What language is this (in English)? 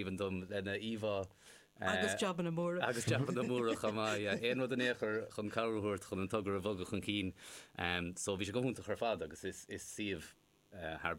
Irish